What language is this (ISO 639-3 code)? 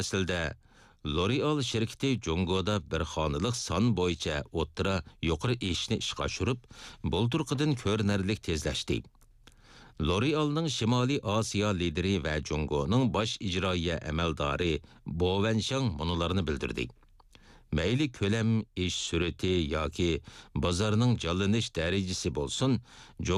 uig